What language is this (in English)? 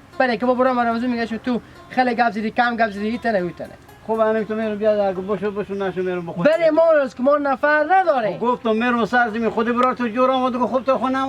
Hazaragi